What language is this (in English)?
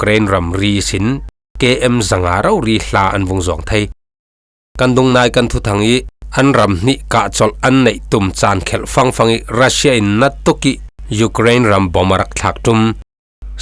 Falam Chin